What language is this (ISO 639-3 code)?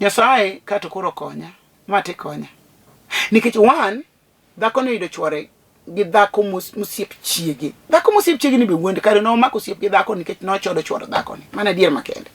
luo